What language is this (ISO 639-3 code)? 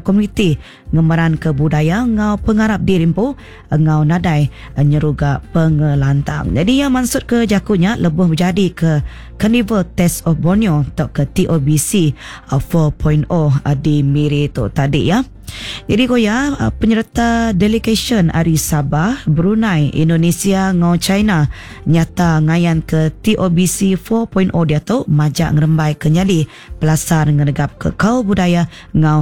iba